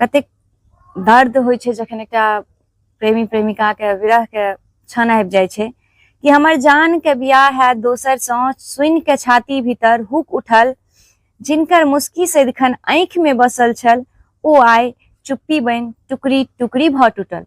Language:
Maithili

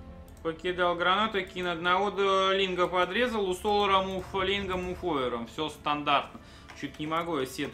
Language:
Russian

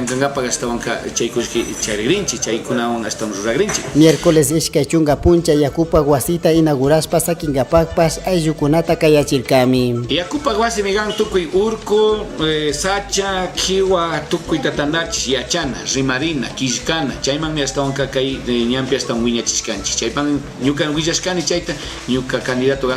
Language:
Chimborazo Highland Quichua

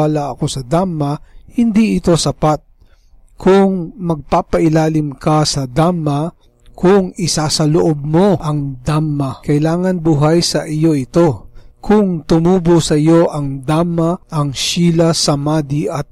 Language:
Filipino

